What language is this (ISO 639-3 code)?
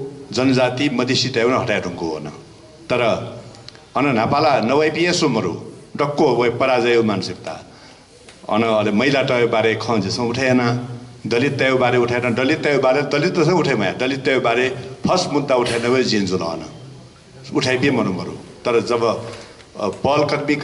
new